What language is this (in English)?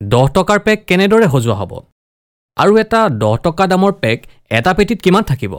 Assamese